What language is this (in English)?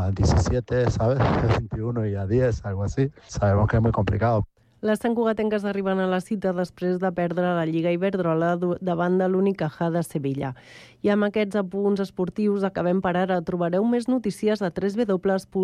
Catalan